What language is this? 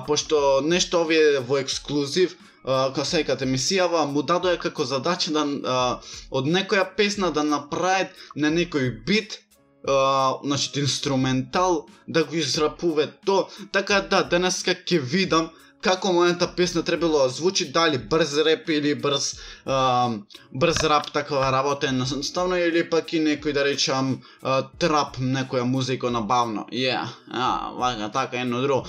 Macedonian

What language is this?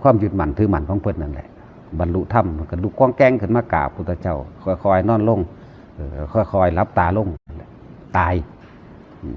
Northeastern Thai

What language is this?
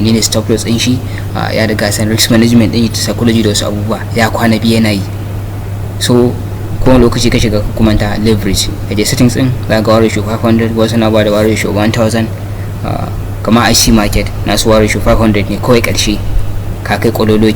Hausa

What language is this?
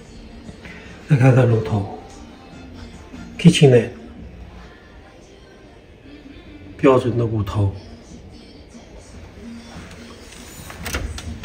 Chinese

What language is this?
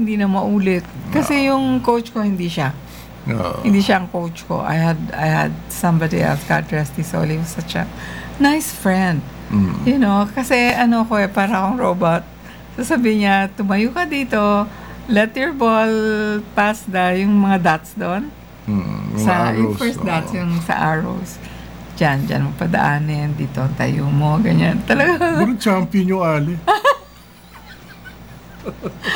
Filipino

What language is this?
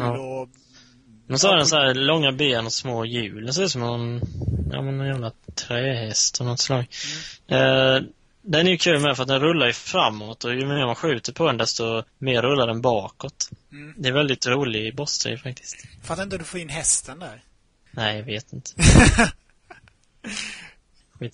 Swedish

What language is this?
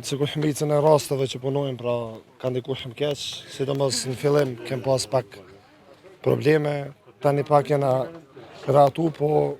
Albanian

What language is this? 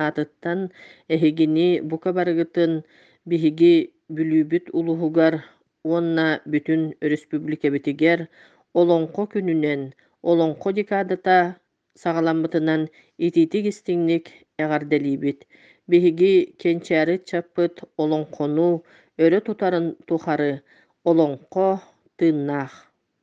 Yakut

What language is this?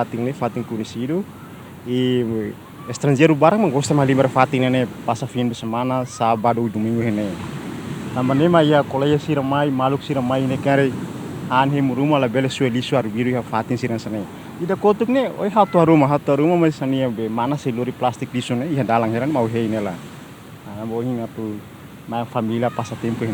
Tetum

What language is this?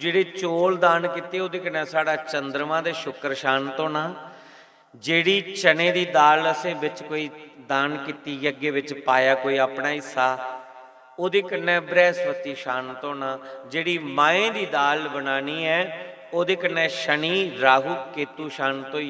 Dogri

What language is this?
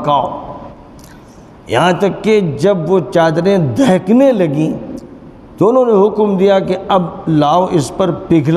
Urdu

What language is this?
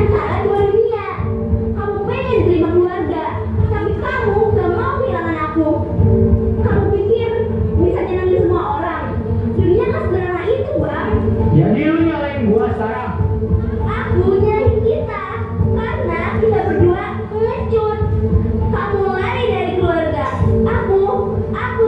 Betawi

